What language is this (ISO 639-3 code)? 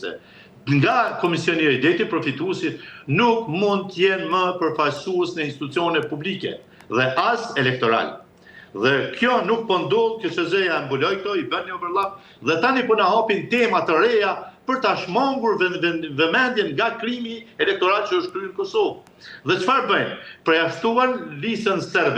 sqi